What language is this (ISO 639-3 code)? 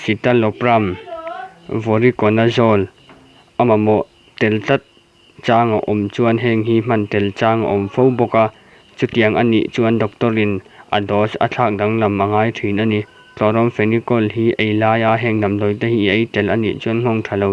lus